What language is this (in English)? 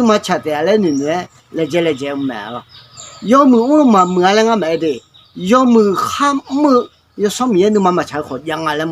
Akha